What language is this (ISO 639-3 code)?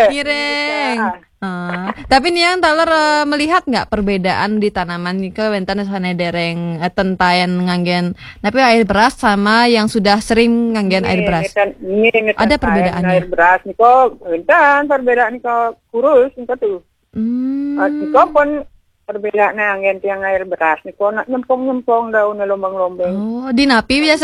ban